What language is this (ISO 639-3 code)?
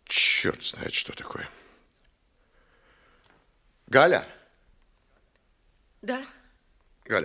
rus